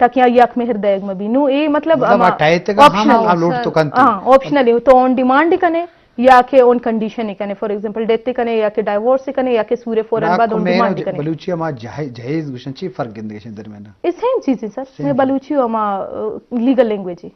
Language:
Eastern Balochi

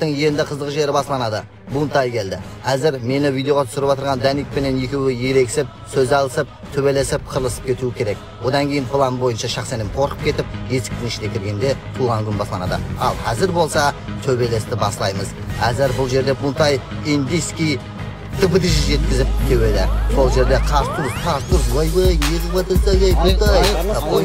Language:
Kara-Kalpak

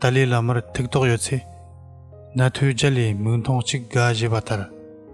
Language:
Tibetan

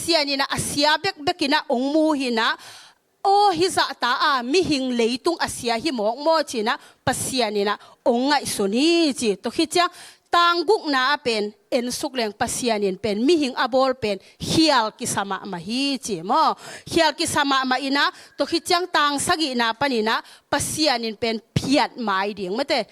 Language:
Tedim Chin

